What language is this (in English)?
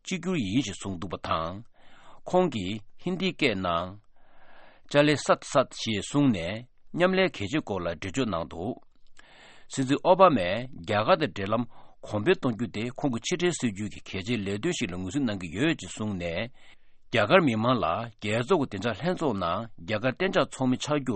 Tibetan